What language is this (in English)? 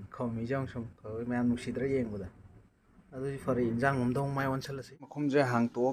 Manipuri